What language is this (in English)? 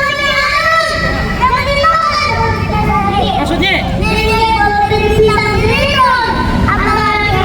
Betawi